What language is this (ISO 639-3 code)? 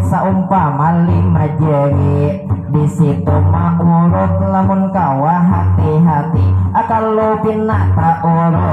bjn